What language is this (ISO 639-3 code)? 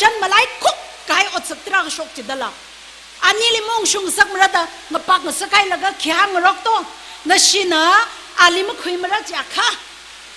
nmf